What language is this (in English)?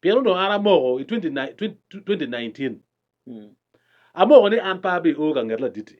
Acoli